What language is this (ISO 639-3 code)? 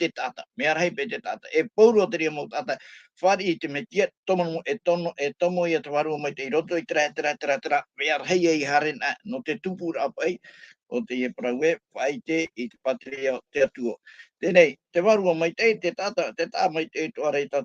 tah